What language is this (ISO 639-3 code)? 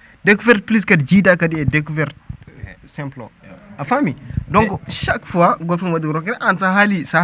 ful